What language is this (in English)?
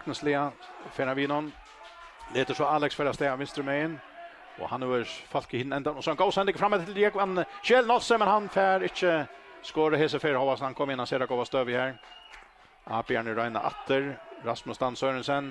Faroese